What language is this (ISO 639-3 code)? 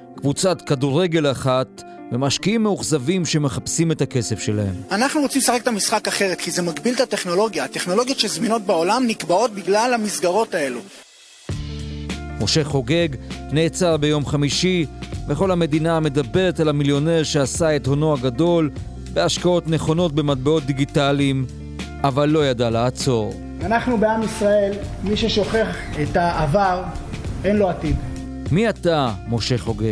heb